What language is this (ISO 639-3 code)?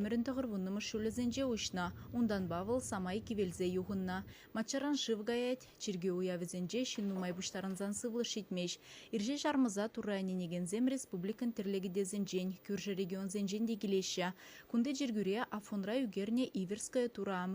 chv